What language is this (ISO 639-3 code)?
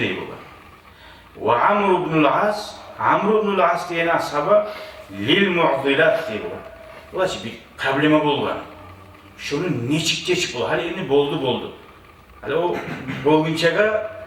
kum